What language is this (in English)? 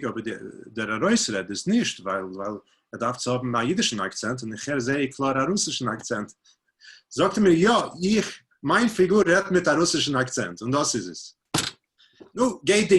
Yiddish